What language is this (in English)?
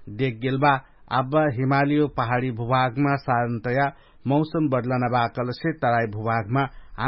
Dangaura Tharu